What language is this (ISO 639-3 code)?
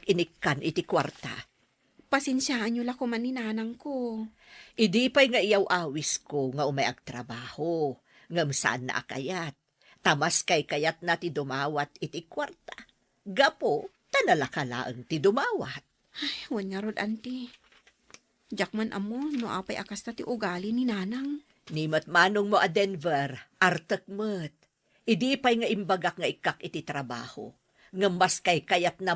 ilo